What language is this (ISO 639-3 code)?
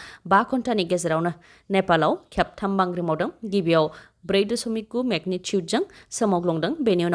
brx